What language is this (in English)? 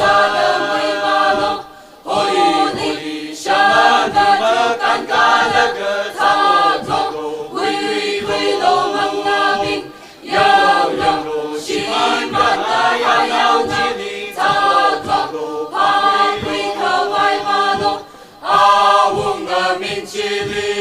Tangkhul Naga (India)